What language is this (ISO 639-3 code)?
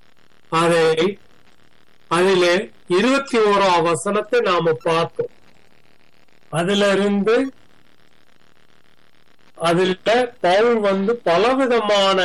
tam